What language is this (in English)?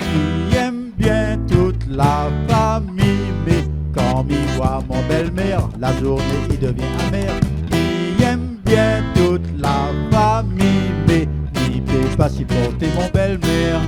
Réunion Creole French